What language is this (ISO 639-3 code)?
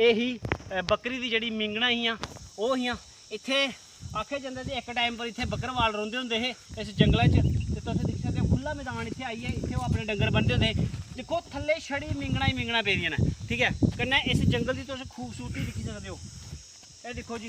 doi